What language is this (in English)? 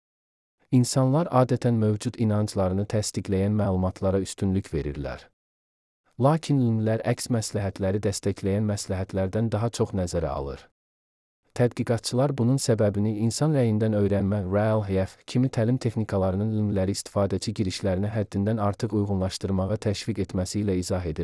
Azerbaijani